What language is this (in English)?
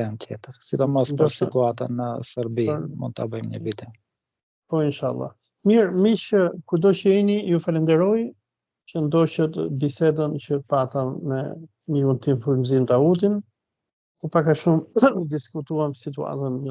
Albanian